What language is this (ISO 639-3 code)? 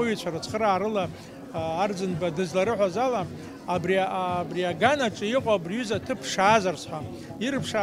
abk